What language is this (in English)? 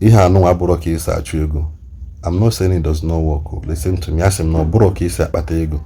Igbo